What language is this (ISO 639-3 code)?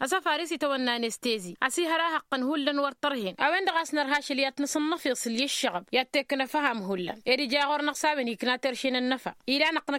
taq